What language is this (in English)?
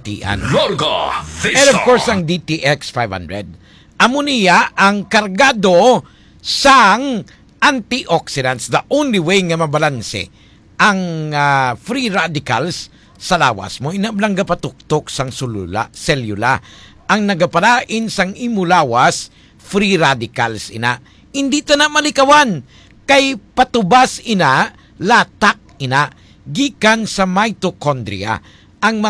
Hiligaynon